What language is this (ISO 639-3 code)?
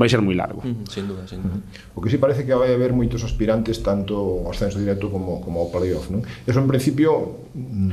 glg